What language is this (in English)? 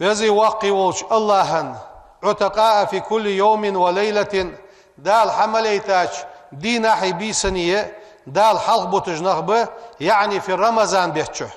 Ingush